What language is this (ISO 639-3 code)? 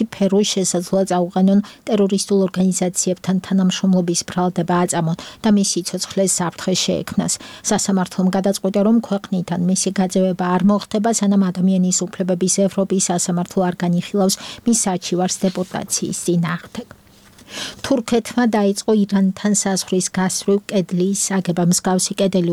kat